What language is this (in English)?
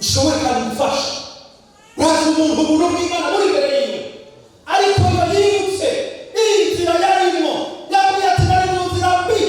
Rundi